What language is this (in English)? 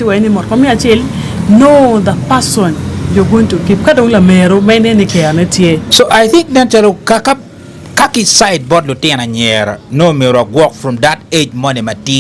Acoli